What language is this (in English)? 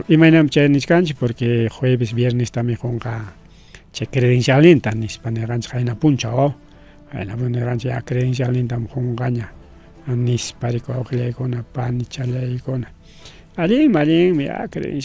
Ayacucho Quechua